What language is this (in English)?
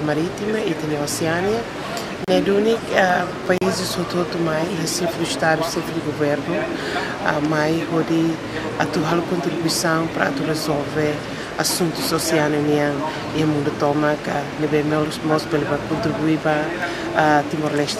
Tetum